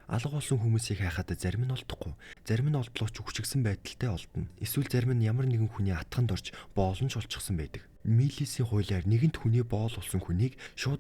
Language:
Mongolian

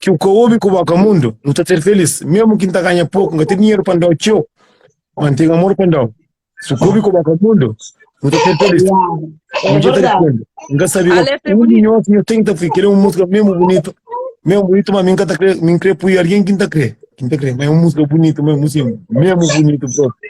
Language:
Kabuverdianu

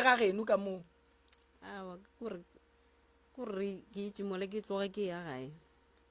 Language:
Northern Sotho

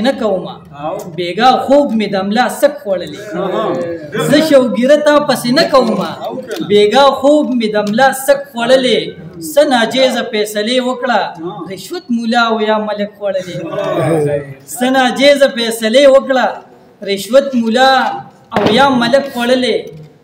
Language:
Pashto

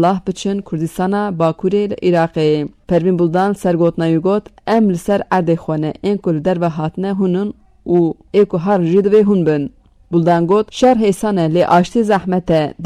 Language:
Kurdish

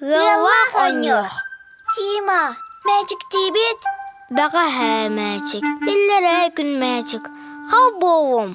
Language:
Yakut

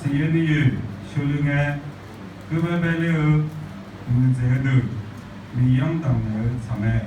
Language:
Akha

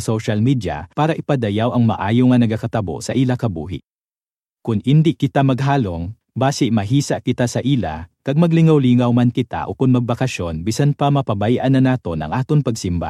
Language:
Hiligaynon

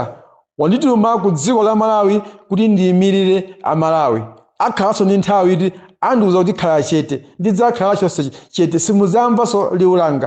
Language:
Nyanja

